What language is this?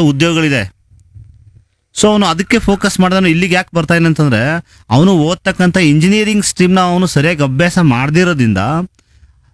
Kannada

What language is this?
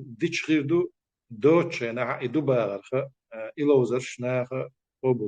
Chechen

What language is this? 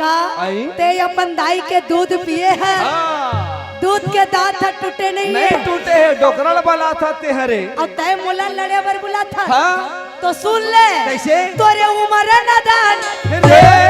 Chhattisgarhi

